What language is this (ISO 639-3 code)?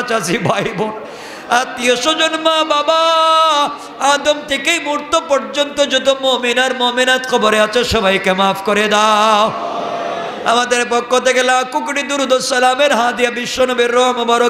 ben